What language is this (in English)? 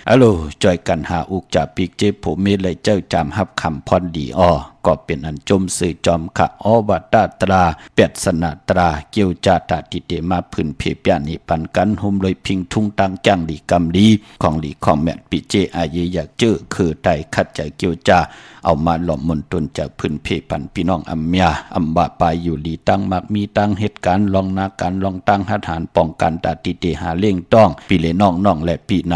Shan